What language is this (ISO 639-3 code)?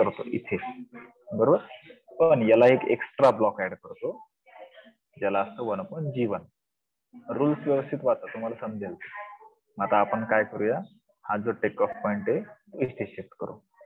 mar